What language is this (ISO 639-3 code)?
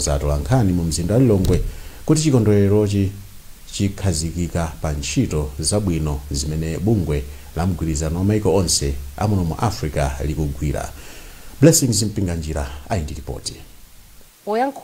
nya